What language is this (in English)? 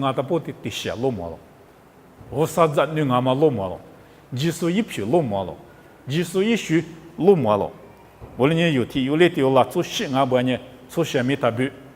Lisu